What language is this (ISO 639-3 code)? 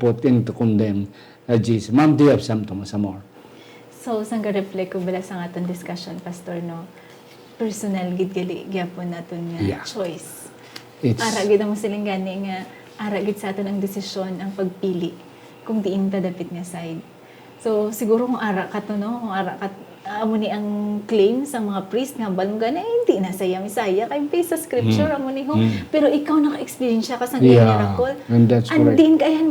hil